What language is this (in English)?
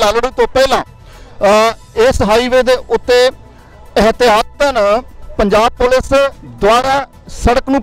Punjabi